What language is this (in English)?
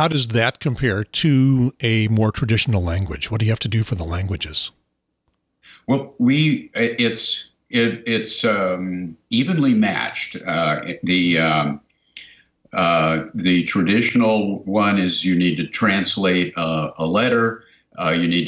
English